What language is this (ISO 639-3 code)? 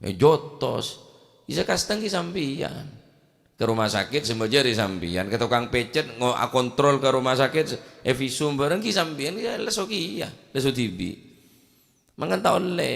mad